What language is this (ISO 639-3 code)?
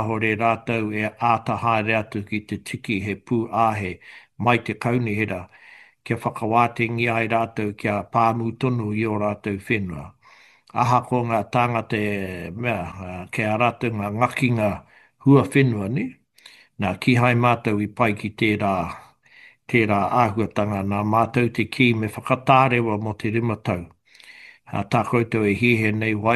mri